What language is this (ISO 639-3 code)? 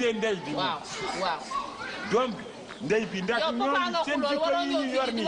wol